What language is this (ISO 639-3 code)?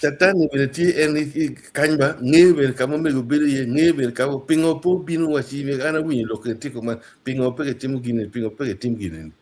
ach